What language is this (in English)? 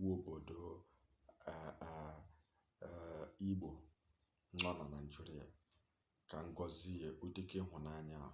Igbo